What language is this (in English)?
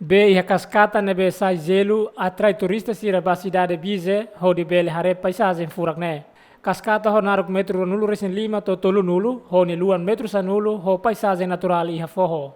Tetum